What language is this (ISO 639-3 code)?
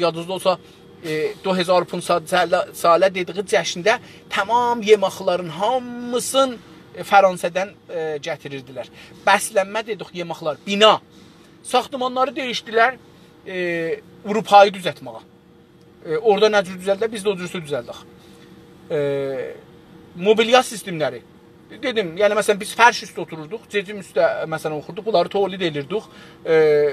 azb